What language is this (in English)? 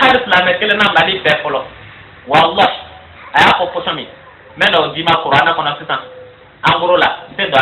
Bambara